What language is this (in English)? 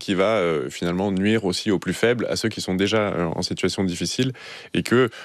French